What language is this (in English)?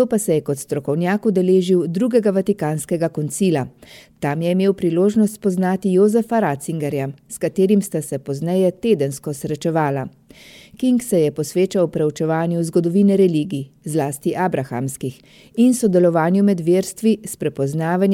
Slovenian